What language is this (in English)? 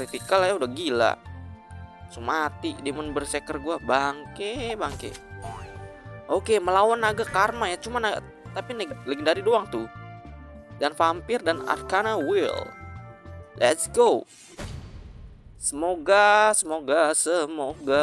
Indonesian